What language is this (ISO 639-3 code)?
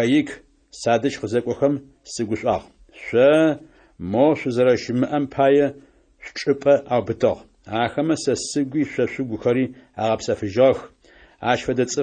ady